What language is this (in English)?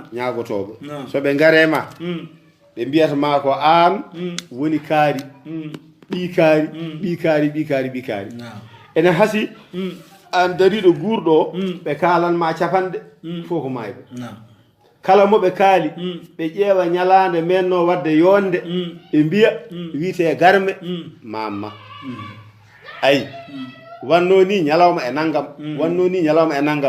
Fula